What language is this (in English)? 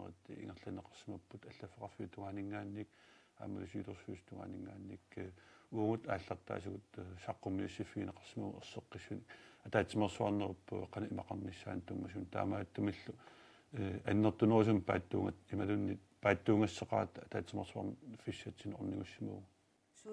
Kalaallisut